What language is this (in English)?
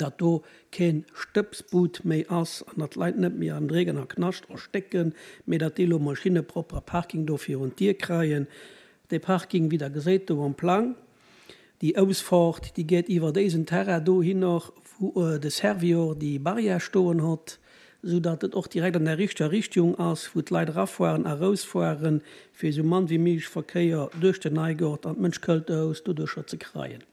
Luxembourgish